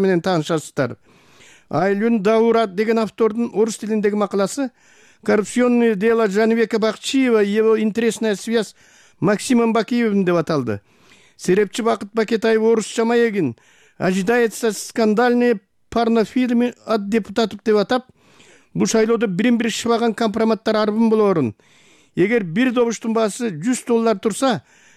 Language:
Kyrgyz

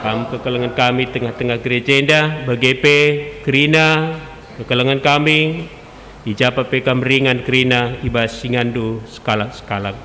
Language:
Batak Karo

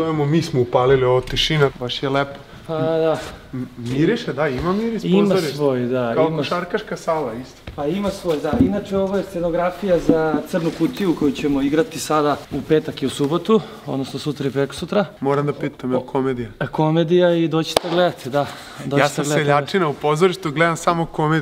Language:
Serbian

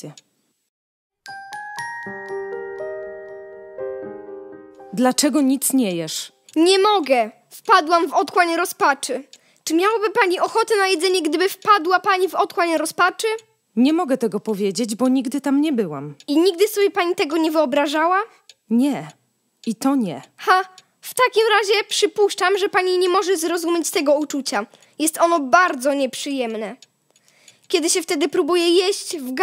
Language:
Polish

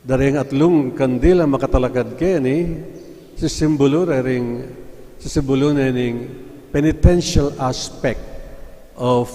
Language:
Pampanga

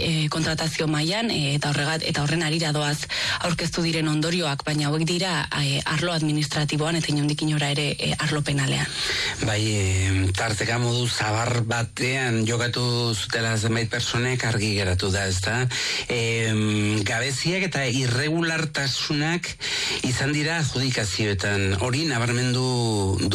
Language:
Basque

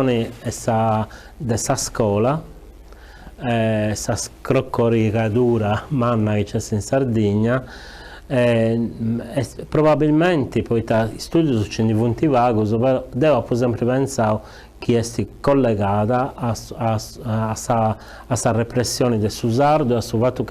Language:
Sardinian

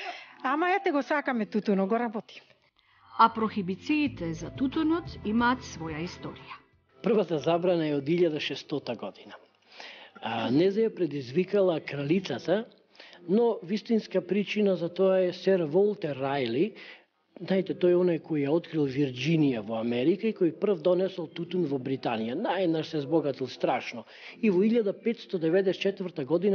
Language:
Macedonian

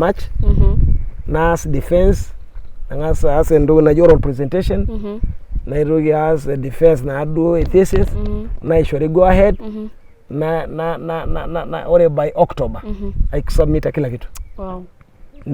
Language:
Masai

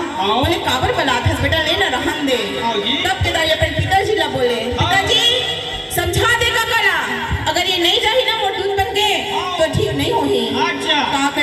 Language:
Chhattisgarhi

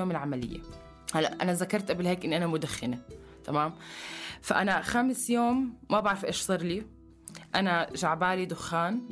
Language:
North Levantine Arabic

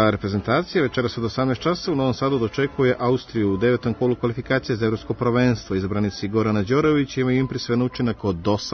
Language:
Serbian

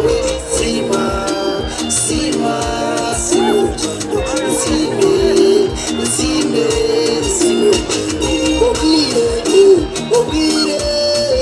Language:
Nyankole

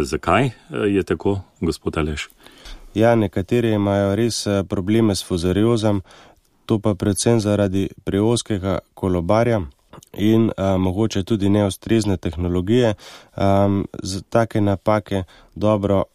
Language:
Slovenian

